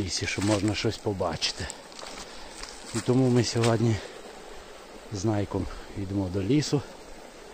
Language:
Ukrainian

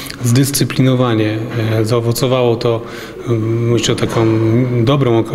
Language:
Polish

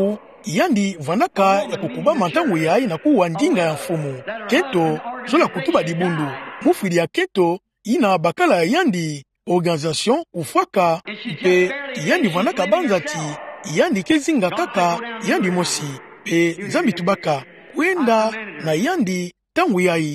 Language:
Kituba (Democratic Republic of Congo)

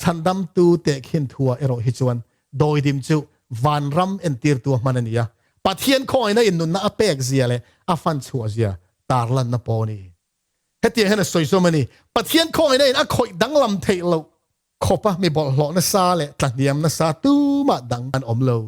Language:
Mizo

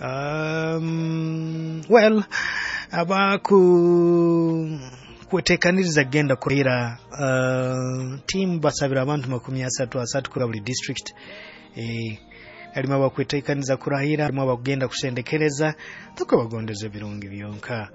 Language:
Nyoro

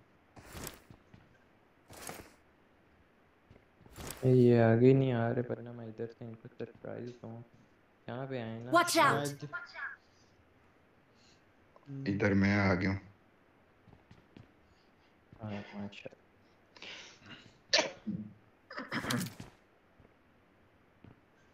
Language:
Hindi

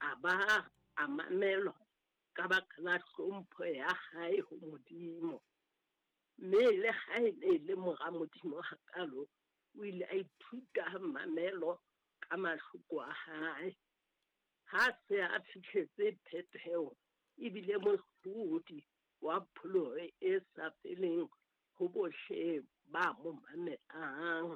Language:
Southern Sotho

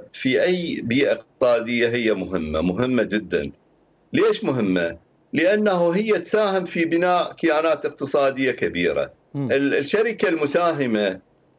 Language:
Mesopotamian Arabic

